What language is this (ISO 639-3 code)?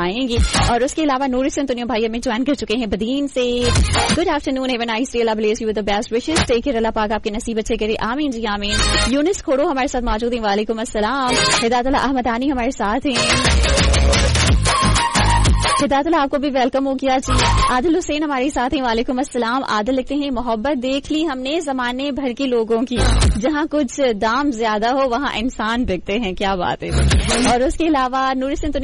urd